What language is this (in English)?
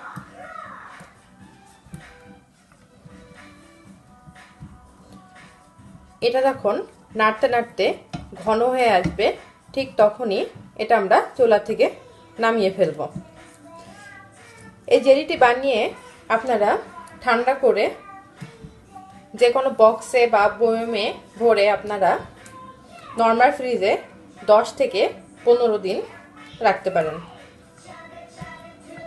Bangla